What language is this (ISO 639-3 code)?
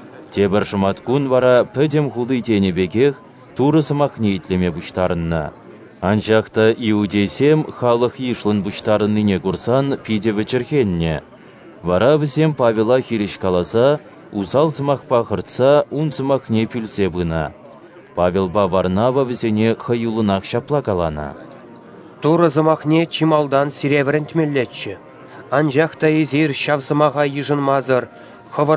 chv